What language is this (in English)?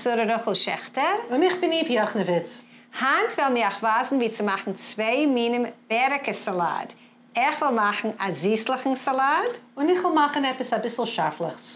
Yiddish